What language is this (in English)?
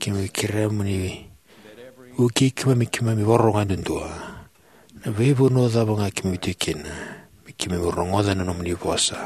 Fijian